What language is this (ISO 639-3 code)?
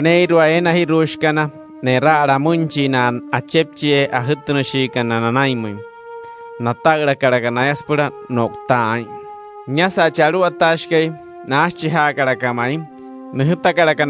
guc